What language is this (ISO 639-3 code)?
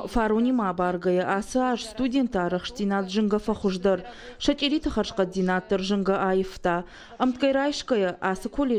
oss